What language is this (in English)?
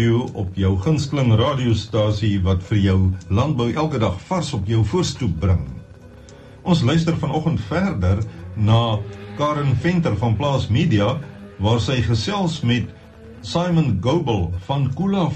Afrikaans